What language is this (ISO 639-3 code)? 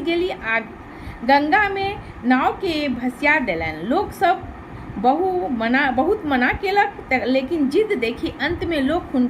mai